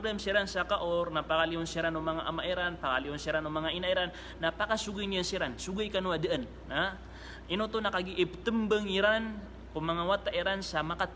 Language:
Maranao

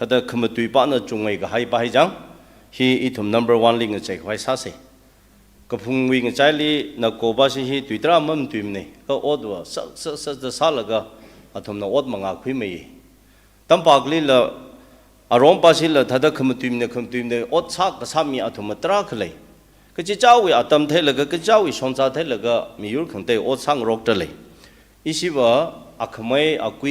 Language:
Tangkhul Naga (India)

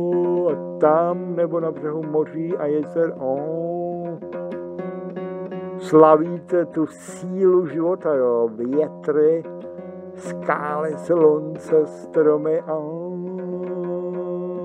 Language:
Czech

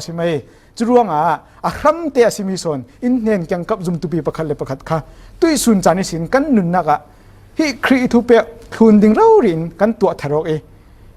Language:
Falam Chin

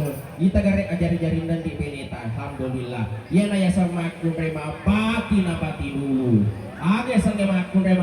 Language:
Buginese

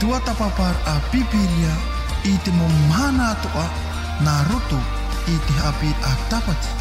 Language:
Tahitian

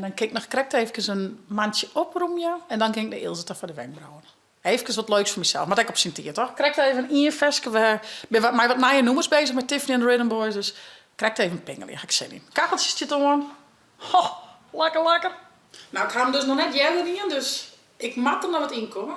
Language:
Western Frisian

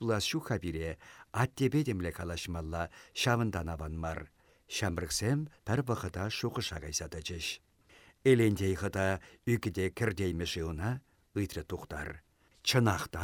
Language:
Chuvash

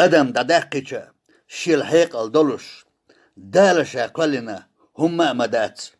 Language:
Chechen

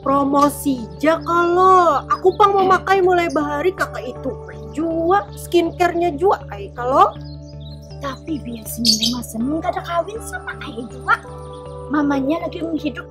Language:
Banjar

